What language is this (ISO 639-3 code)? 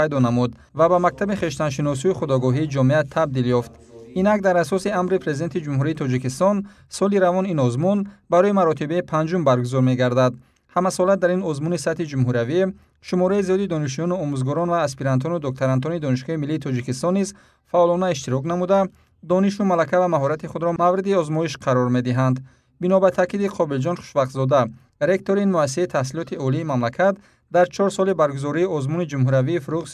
tgk